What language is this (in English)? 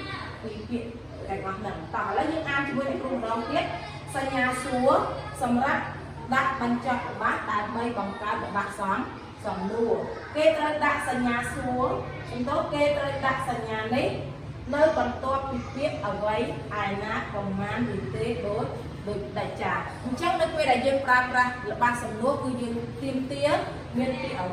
Khmer